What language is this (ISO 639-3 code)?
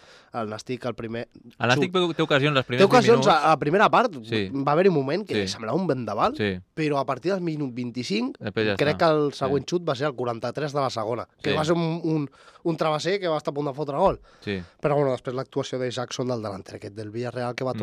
cat